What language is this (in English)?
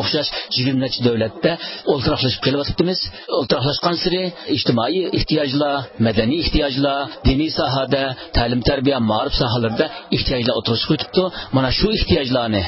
Uyghur